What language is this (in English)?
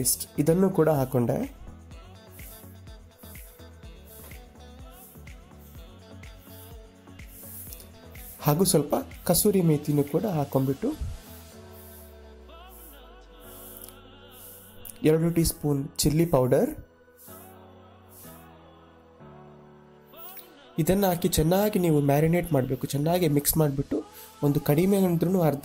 Kannada